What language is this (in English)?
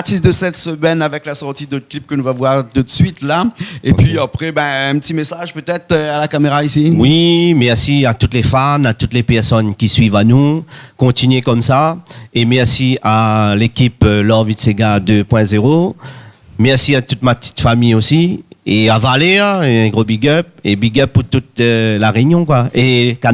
Réunion Creole French